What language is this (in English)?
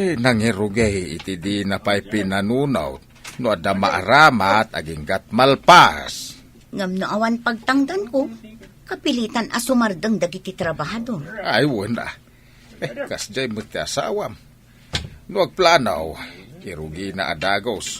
Iloko